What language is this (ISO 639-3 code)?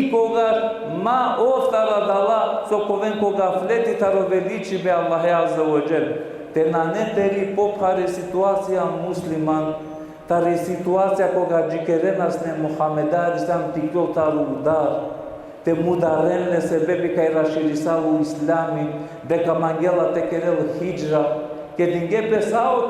rmn